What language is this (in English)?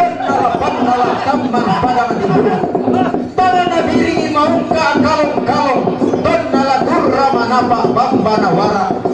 Toraja-Sa'dan